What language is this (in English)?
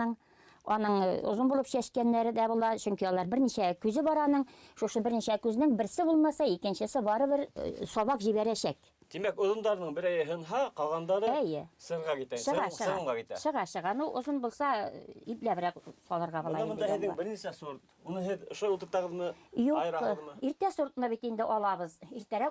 Bashkir